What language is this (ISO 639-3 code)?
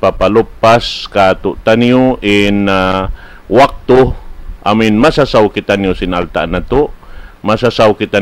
tsg